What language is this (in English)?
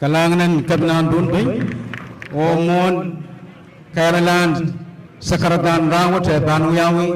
Pohnpeian